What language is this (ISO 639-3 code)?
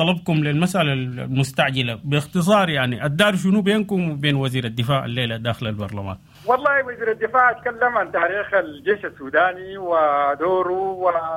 apd